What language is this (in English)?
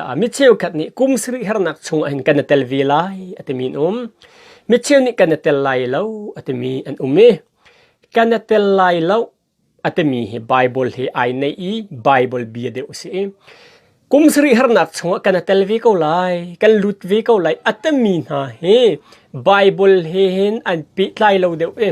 Hakha Chin